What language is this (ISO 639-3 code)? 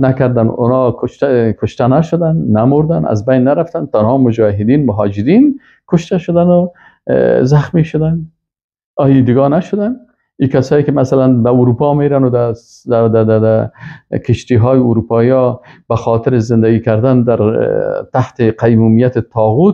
fas